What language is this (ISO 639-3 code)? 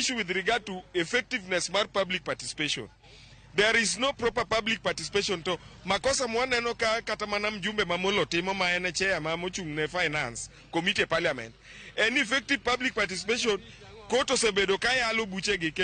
luo